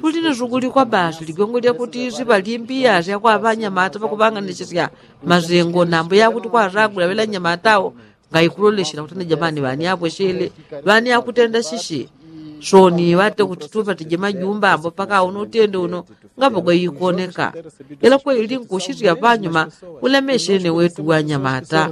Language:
Yao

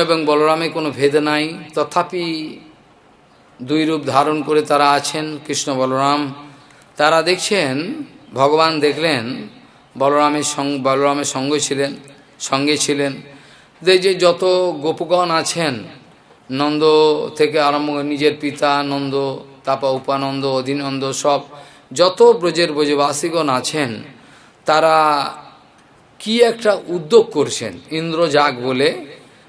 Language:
Bangla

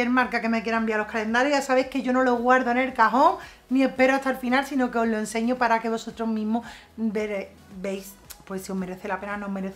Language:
Spanish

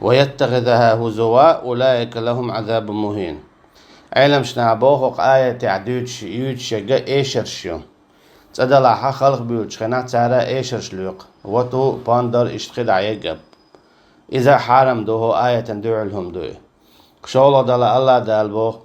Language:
Chechen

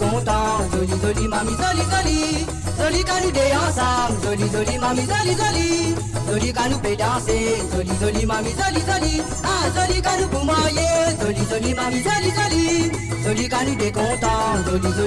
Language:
Morisyen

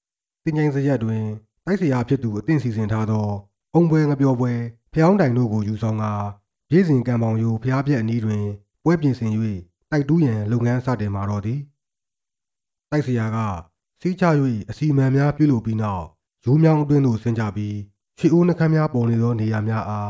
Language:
Burmese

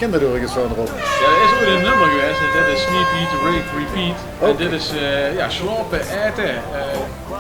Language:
Limburgish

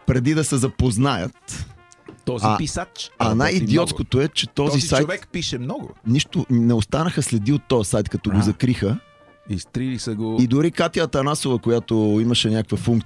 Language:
Bulgarian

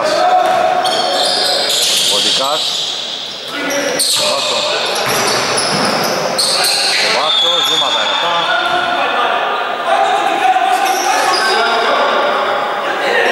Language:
Greek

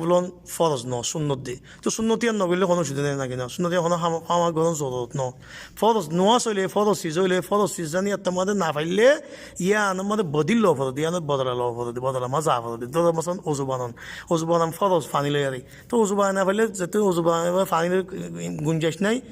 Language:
Rohingya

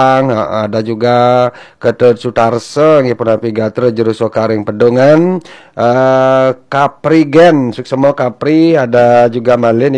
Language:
Balinese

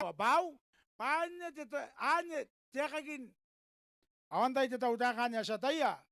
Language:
Gilbertese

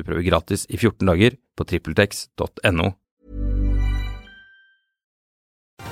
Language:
Norwegian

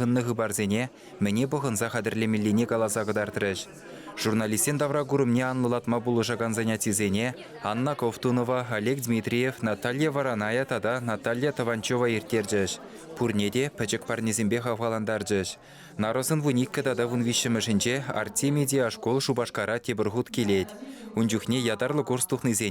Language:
Chuvash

